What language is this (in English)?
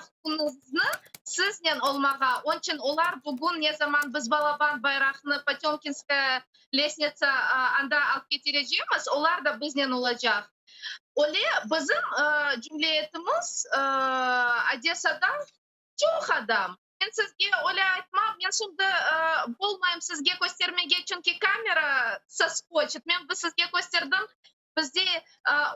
Crimean Tatar